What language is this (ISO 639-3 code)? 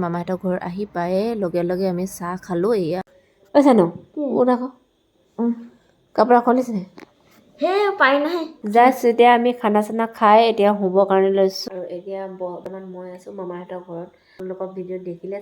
asm